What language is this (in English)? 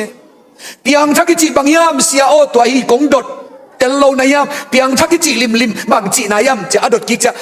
Tedim Chin